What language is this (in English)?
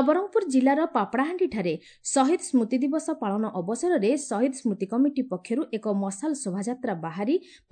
Odia